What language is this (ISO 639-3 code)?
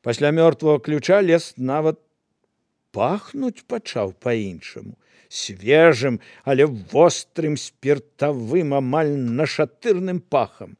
bel